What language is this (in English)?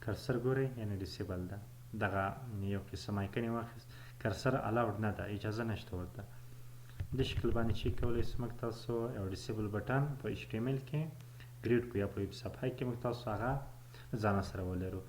Pashto